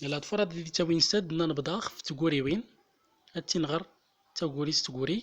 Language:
Central Atlas Tamazight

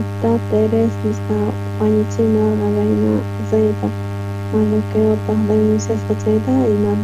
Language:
South Bolivian Quechua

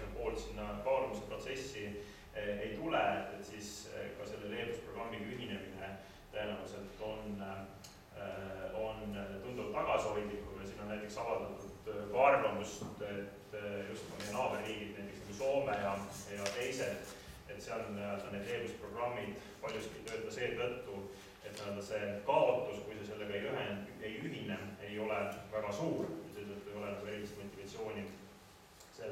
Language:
Estonian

